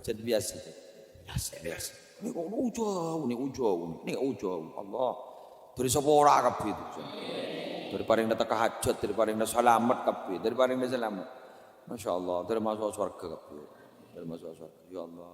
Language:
Madurese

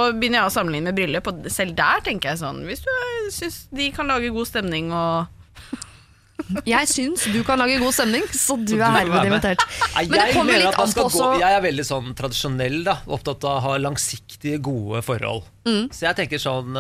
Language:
Norwegian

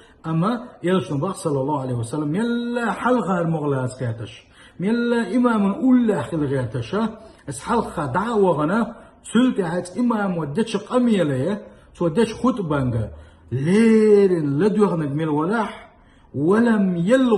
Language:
Chechen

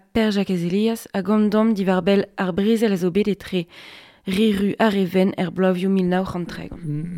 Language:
Breton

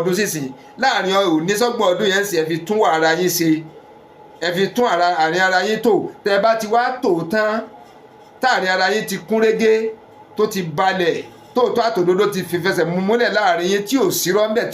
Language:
Yoruba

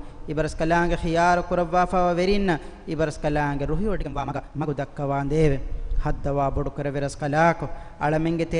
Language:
Divehi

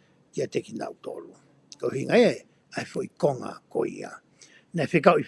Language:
Tongan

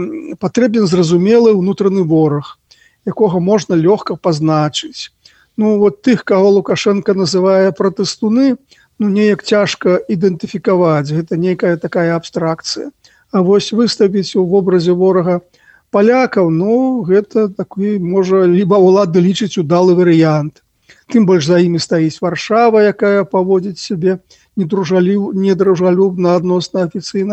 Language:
Belarusian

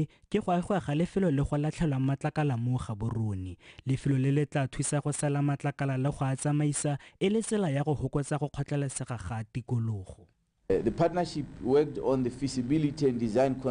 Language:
Tswana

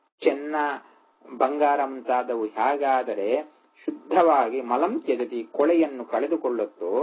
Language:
Kannada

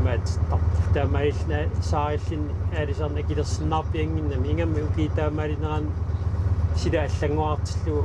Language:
Kalaallisut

